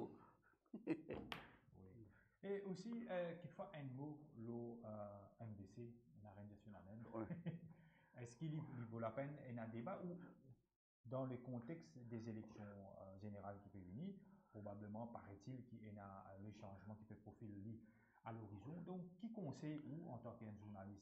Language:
Morisyen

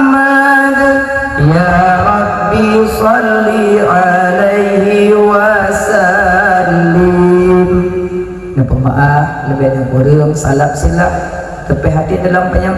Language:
Achinese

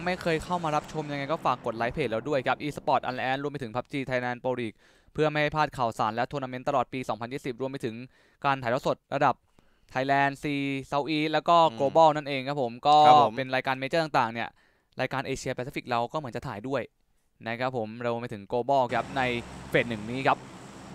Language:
Thai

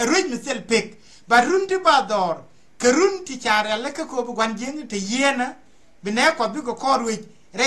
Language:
Nuer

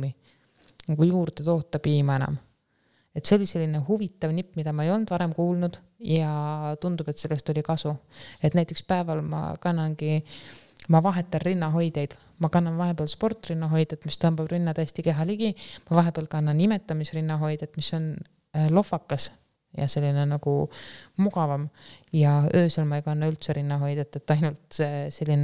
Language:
Estonian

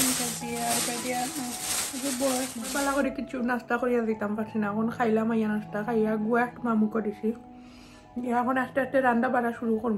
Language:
Sylheti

